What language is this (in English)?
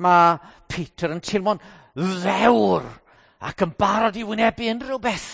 Welsh